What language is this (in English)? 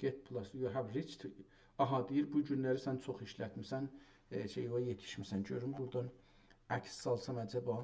South Azerbaijani